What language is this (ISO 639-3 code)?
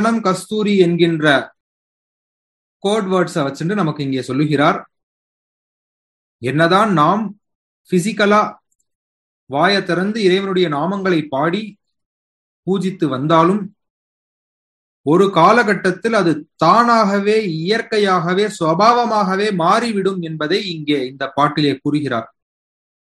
tam